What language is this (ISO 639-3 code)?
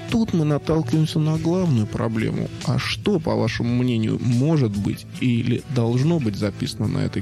rus